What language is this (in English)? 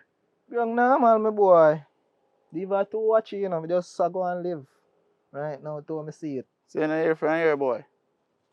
Jamaican Creole English